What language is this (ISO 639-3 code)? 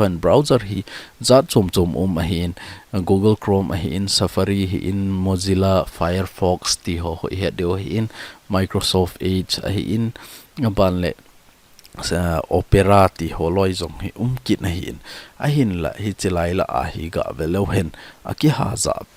tcz